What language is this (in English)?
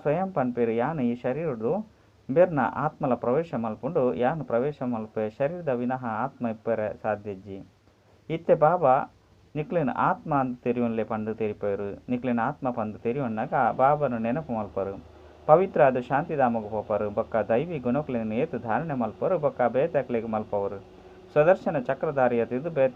Tulu